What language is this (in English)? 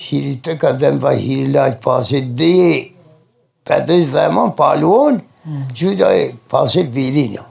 Zaza